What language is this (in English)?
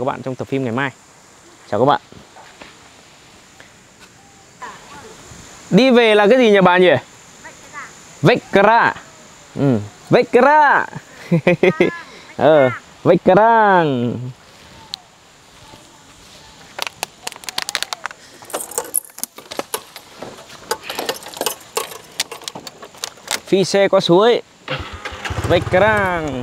Vietnamese